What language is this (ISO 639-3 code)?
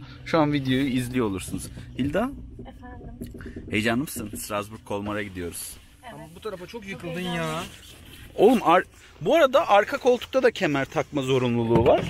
tur